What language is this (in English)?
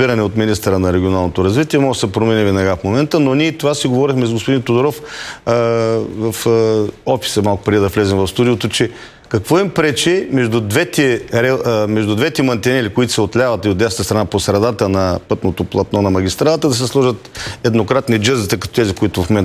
Bulgarian